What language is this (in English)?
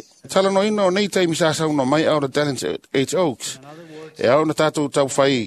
Samoan